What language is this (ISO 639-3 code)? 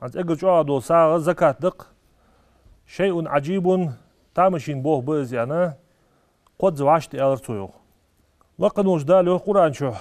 inh